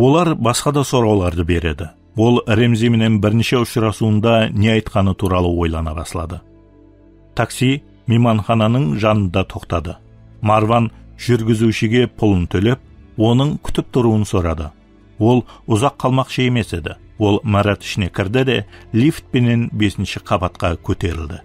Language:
Kara-Kalpak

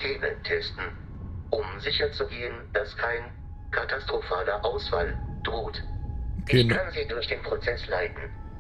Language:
Bavarian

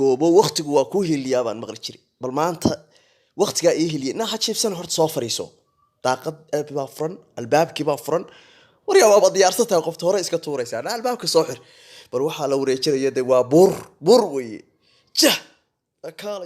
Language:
Somali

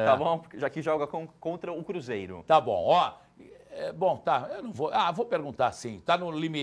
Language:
Portuguese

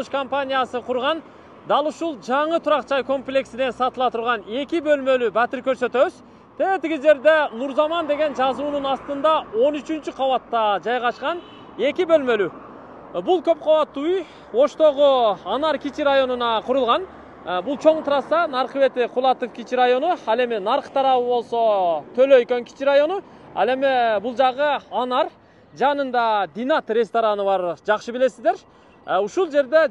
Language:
Kyrgyz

